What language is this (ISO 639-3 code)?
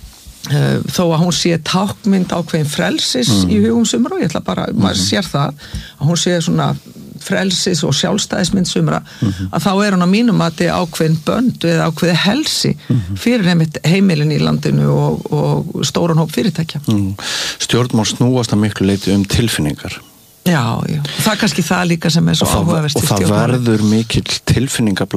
isl